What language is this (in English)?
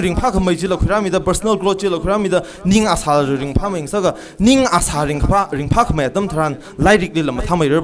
Tangkhul Naga (India)